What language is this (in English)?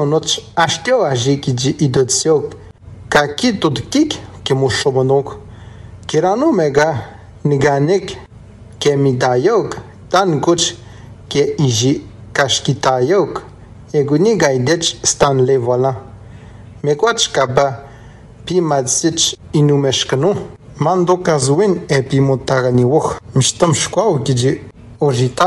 Atikamekw